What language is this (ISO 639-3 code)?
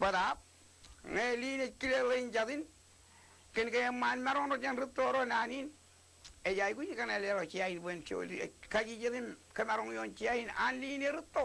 mah